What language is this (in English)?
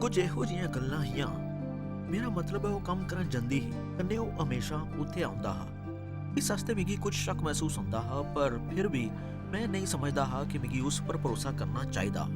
Dogri